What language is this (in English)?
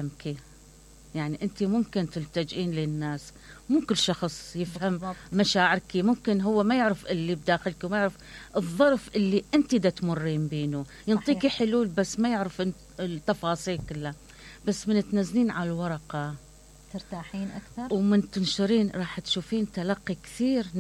Mesopotamian Arabic